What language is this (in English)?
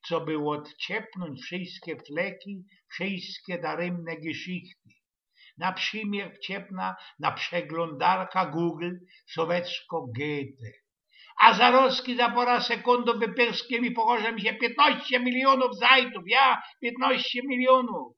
Silesian